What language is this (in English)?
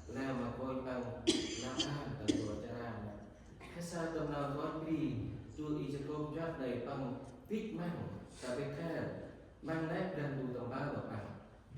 Central Mnong